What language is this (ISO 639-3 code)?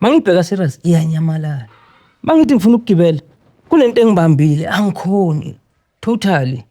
zul